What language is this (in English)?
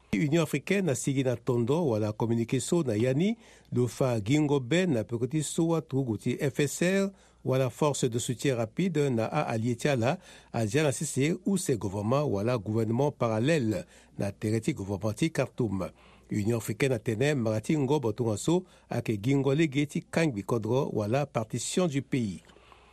Sango